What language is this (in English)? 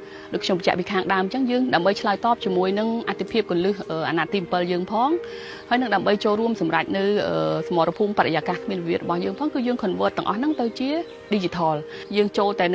Khmer